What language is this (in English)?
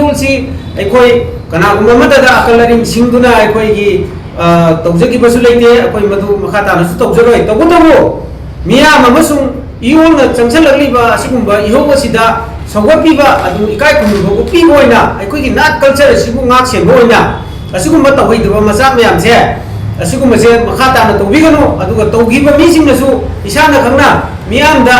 Manipuri